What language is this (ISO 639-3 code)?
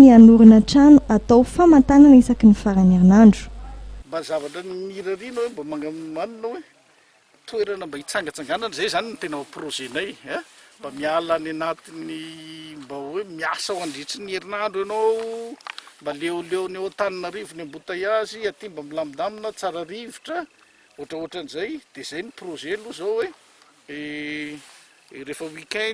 mlg